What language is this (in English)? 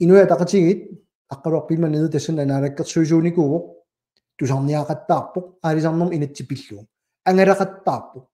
Kalaallisut